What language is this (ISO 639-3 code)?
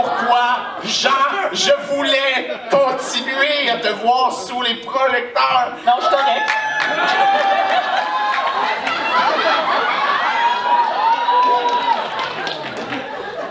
fra